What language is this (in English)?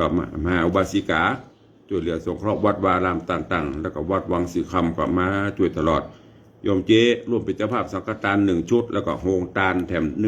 Northern Thai